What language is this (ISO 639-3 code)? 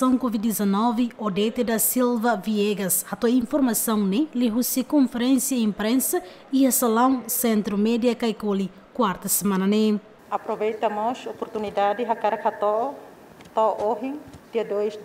tet